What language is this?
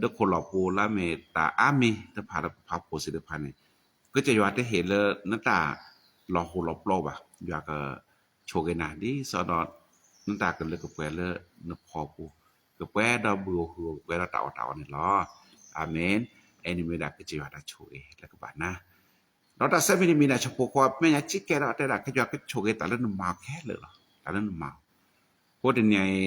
S'gaw Karen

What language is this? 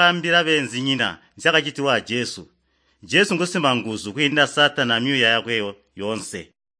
Tonga (Zambia)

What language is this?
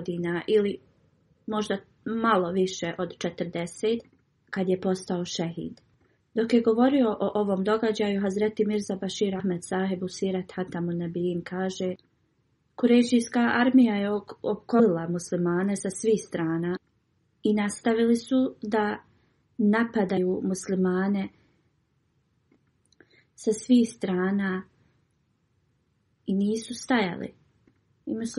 Bosnian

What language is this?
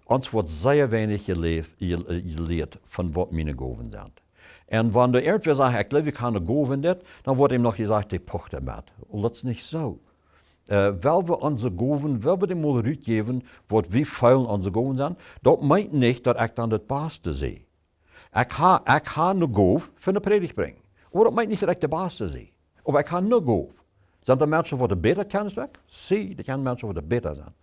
Plautdietsch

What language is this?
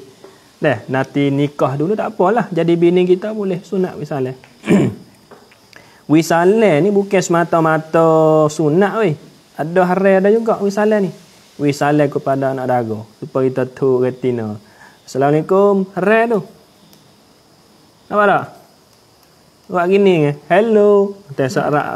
Malay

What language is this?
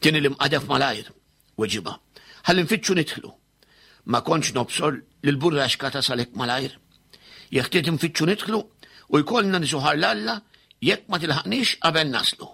Maltese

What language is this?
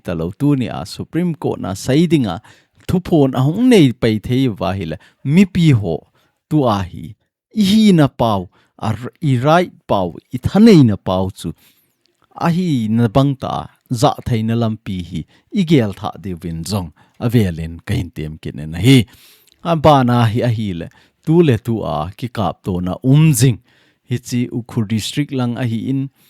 Thado Chin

